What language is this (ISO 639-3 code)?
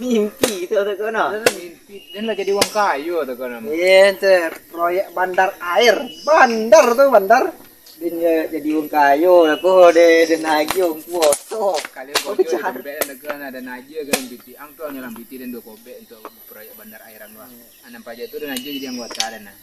min